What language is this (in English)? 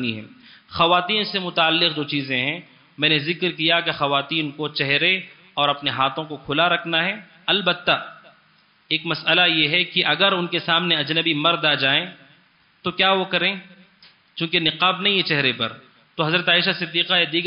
Urdu